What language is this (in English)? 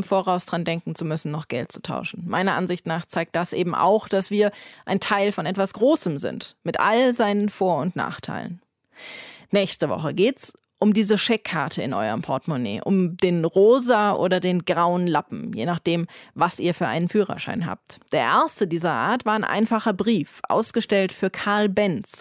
German